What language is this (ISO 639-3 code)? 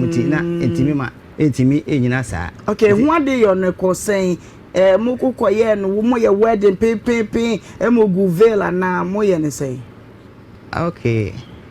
aka